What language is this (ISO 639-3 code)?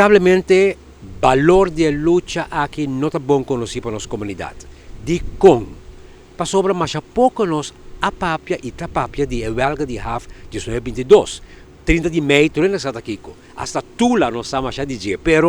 pap